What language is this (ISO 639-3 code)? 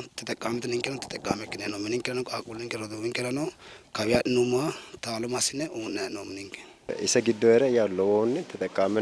sid